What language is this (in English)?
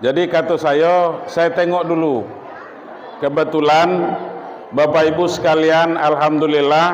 Minangkabau